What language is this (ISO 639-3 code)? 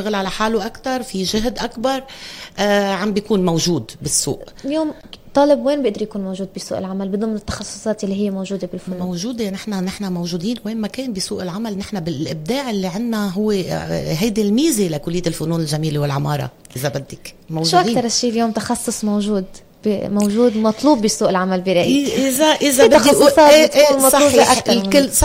apc